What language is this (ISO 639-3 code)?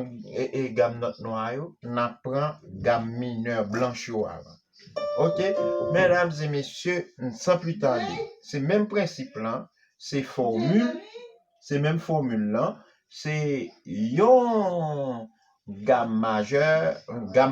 hat